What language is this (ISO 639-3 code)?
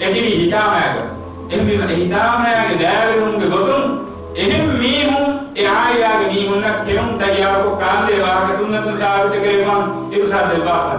div